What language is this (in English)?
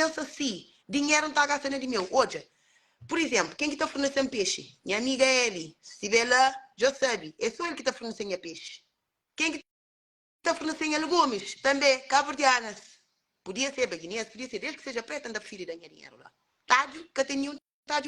Kabuverdianu